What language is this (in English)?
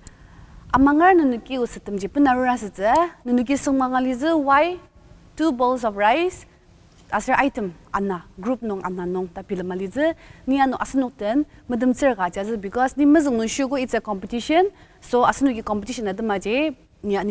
Ao Naga